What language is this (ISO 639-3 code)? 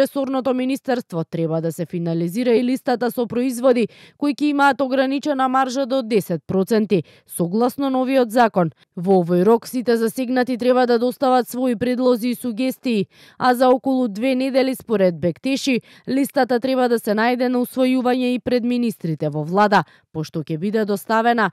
mkd